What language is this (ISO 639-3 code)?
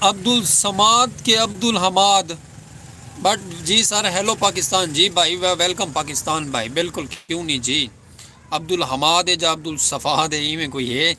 skr